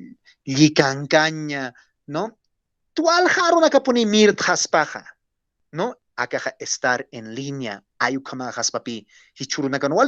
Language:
Aymara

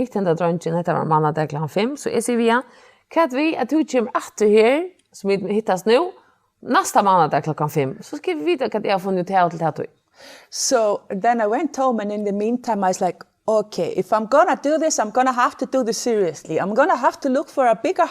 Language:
Faroese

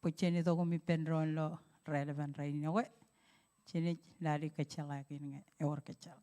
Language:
Marshallese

